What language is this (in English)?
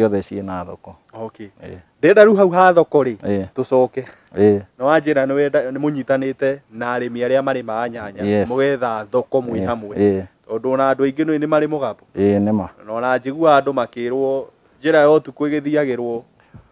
Kikuyu